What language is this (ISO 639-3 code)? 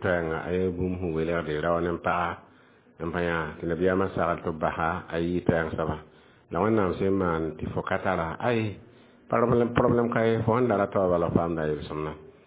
mos